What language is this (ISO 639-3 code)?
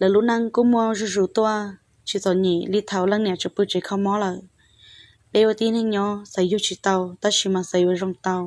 hmn